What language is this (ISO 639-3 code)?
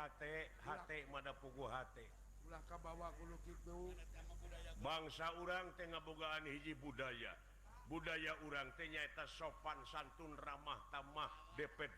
sun